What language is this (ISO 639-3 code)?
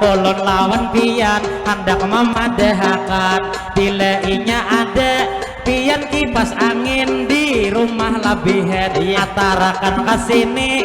bjn